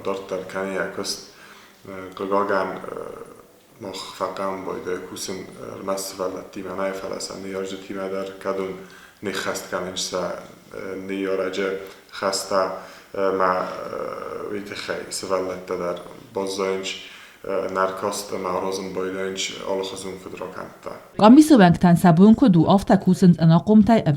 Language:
Ossetic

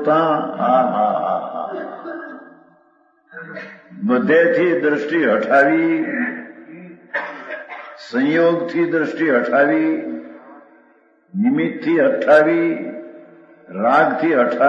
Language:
Gujarati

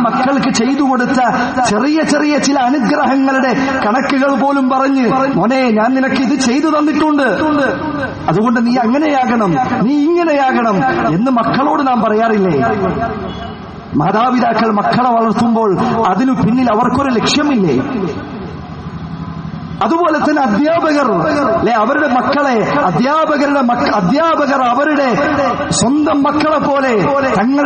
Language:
Malayalam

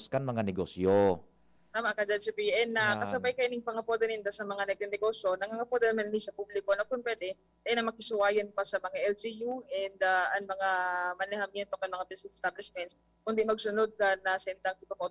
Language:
Bikol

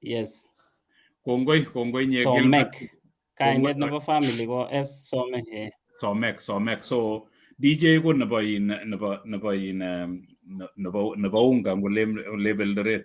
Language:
Kalenjin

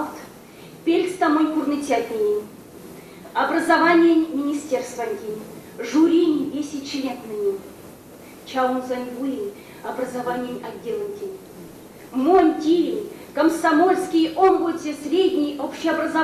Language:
Erzya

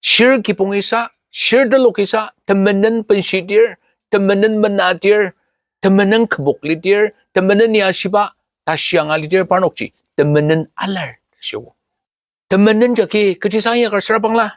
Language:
Ao Naga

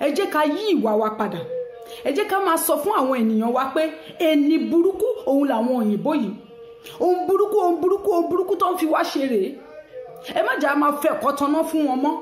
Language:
Yoruba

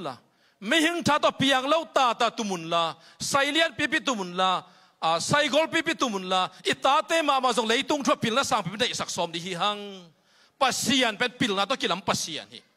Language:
Tedim Chin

